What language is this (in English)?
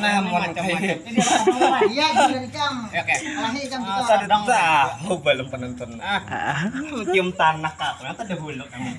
Banjar